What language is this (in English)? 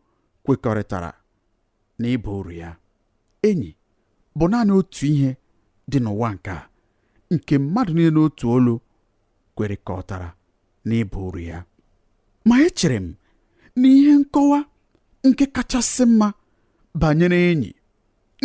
Igbo